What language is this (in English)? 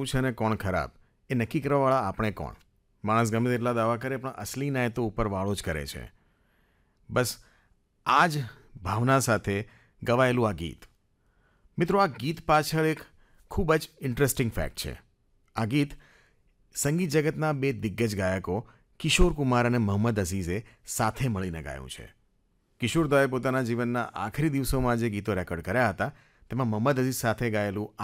Gujarati